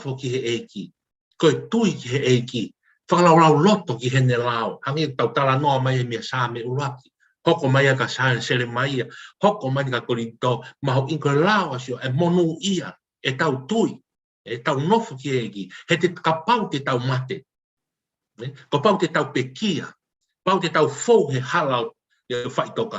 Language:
Tongan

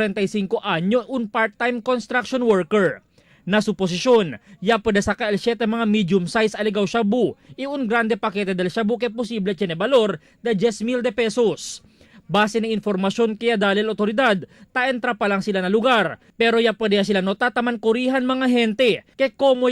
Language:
Chavacano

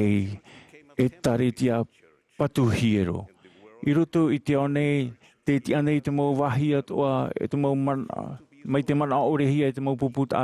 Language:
Tahitian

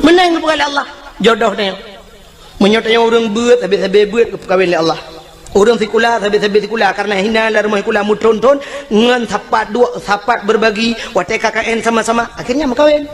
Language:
Achinese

